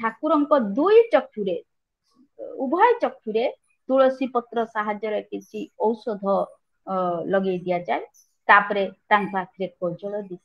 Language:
Odia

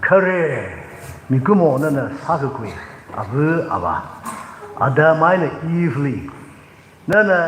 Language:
Tangkhul Naga (India)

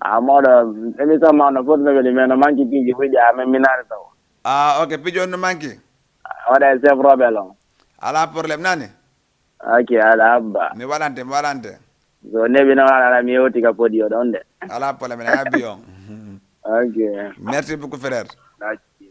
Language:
Fula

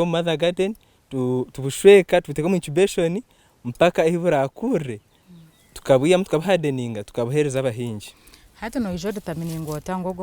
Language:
Nyankole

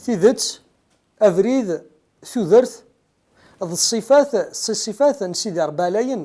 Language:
Kabyle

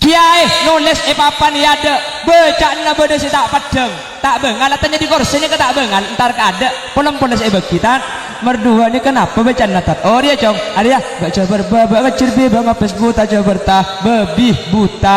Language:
Madurese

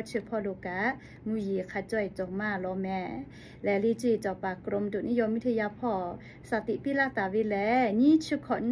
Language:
Lahu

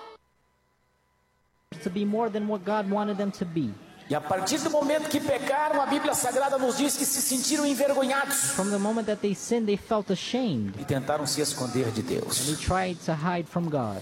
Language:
Portuguese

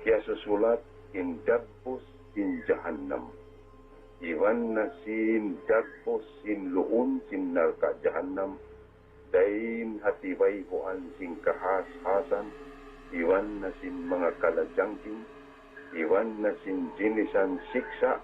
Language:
Tausug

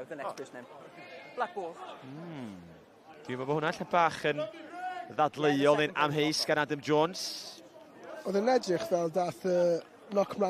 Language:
Welsh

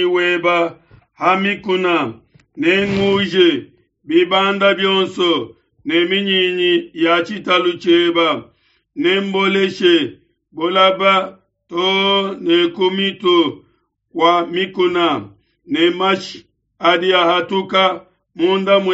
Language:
Luba-Lulua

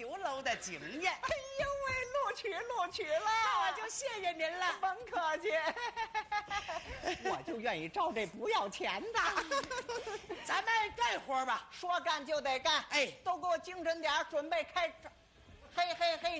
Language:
Chinese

